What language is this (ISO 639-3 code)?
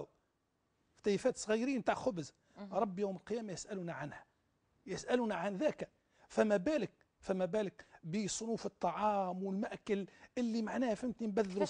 aeb